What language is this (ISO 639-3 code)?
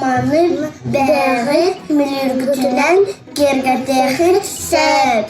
sah